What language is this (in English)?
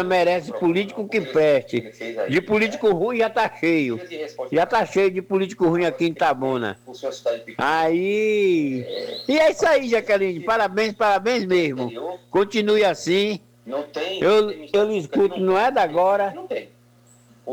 Portuguese